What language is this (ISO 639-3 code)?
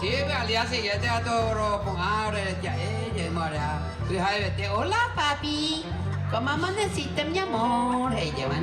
grn